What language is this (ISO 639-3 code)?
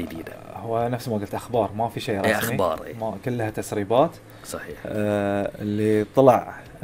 afb